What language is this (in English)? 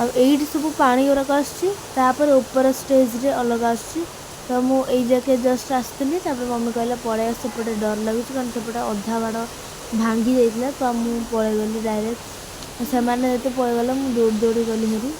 Odia